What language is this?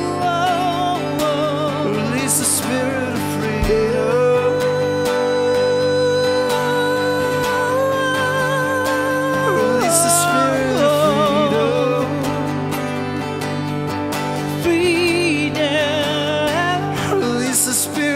English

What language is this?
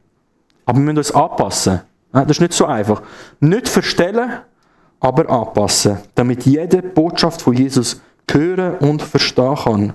Swiss German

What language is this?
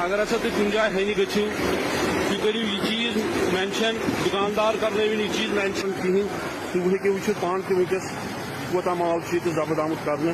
Kashmiri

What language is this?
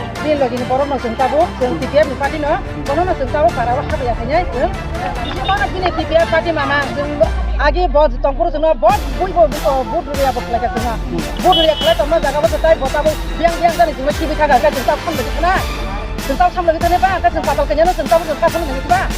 Kok Borok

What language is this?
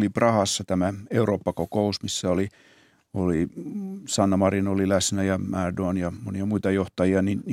Finnish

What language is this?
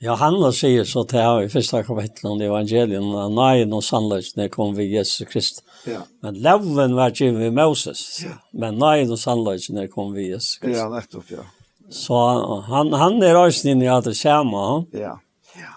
Faroese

